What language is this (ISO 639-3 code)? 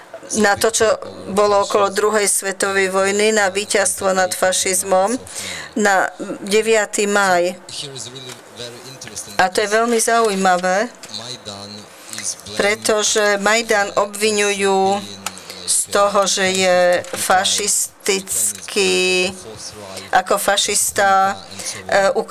slk